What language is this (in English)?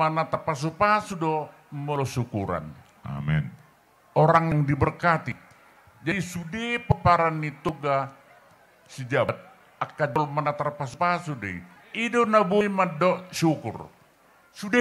Batak Toba